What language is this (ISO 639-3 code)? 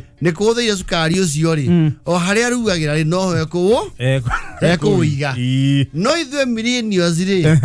kik